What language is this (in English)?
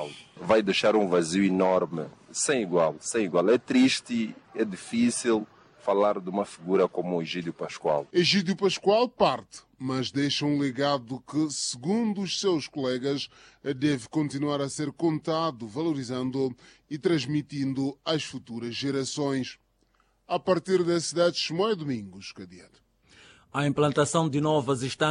Portuguese